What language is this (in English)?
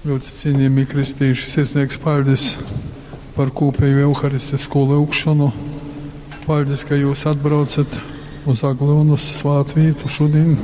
Latgalian